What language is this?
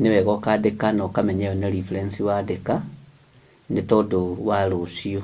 Kikuyu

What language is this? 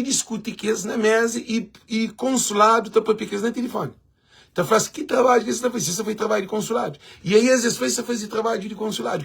Kabuverdianu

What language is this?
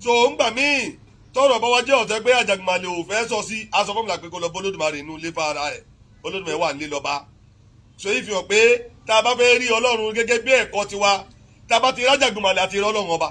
Yoruba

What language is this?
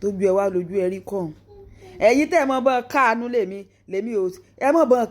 Yoruba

